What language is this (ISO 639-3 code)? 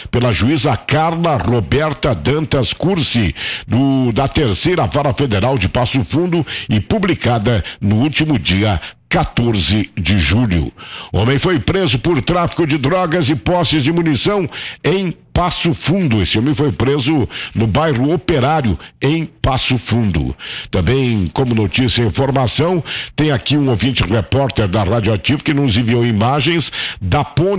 por